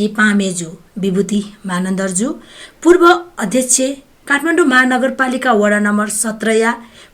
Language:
Newari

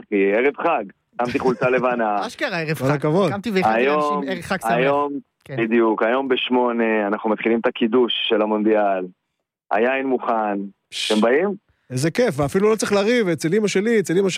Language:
Hebrew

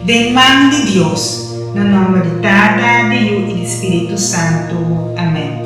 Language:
Papiamento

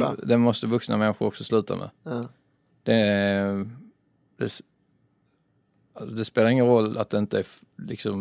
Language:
Swedish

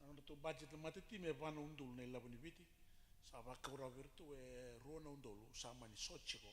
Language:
Fijian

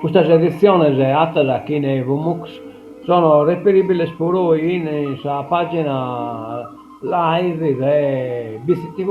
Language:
Sardinian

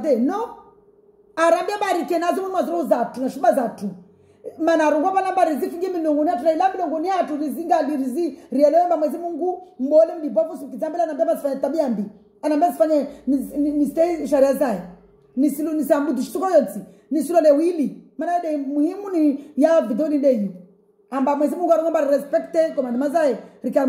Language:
Swahili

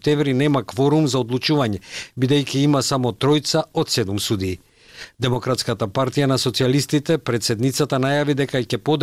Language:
Macedonian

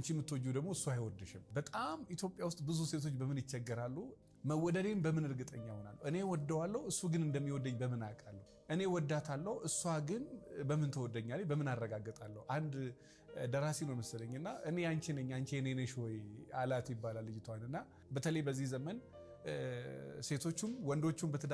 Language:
Amharic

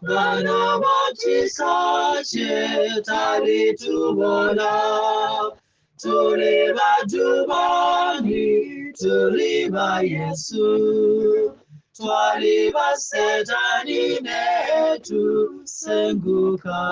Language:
Ganda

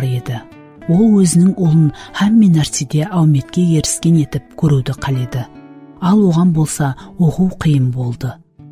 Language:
Kara-Kalpak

